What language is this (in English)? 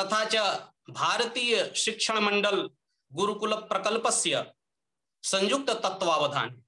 Sanskrit